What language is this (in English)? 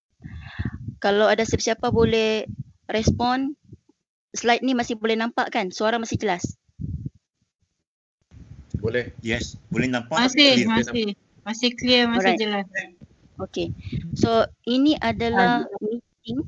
Malay